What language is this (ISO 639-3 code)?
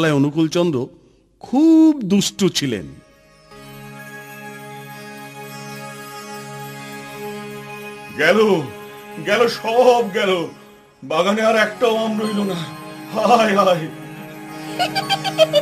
ben